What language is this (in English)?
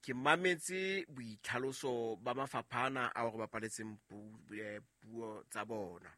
Southern Sotho